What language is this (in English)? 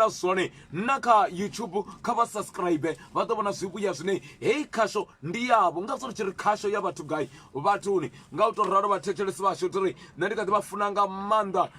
Venda